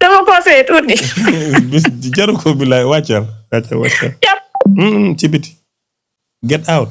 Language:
Wolof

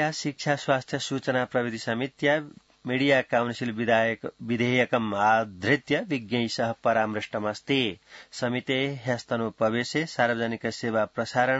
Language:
Sanskrit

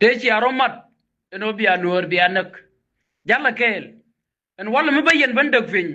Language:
Nuer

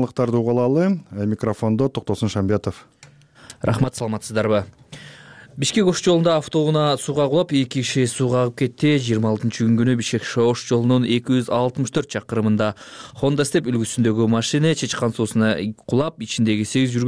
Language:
Kyrgyz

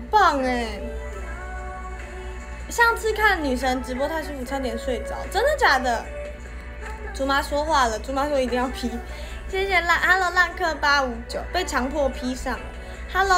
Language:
Chinese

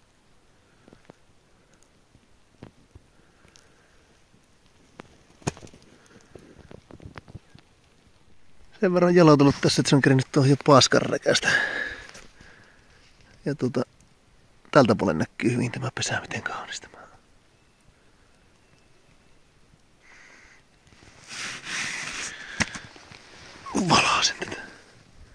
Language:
Finnish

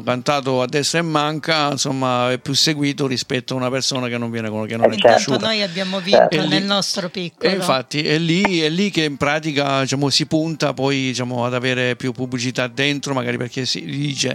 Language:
Italian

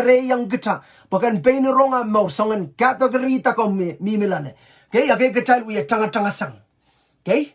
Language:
Pohnpeian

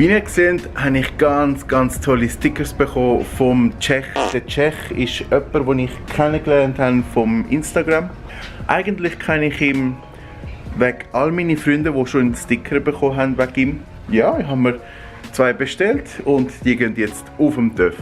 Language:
Swiss German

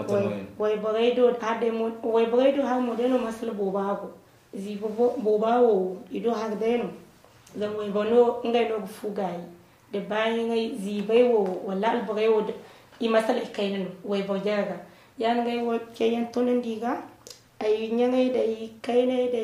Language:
Zarma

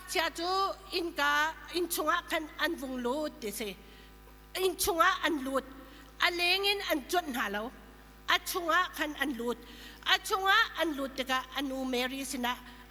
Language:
Hakha Chin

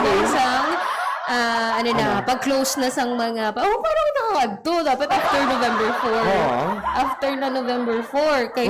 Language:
Hiligaynon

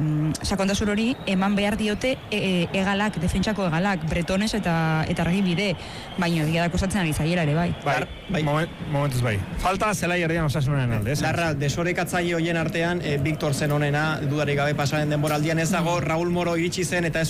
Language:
Basque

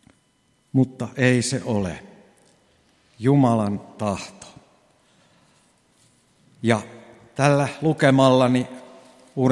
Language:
Finnish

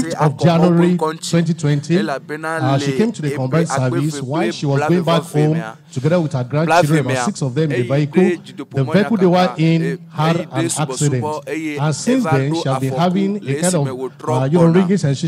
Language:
Ewe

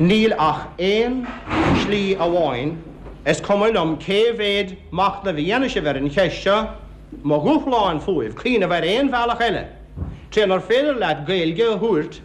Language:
Irish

